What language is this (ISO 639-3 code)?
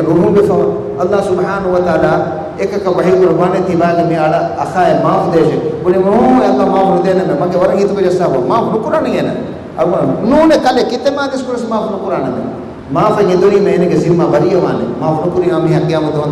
div